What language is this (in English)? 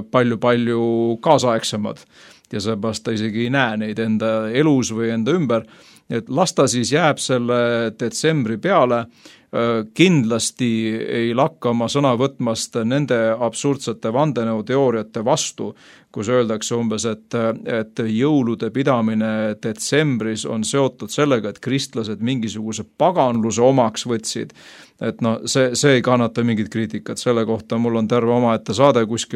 Estonian